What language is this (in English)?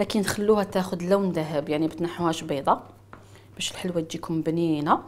Algerian Arabic